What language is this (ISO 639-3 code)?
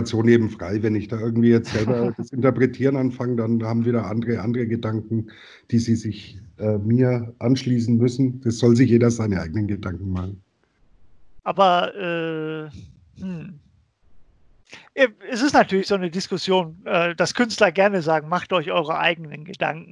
deu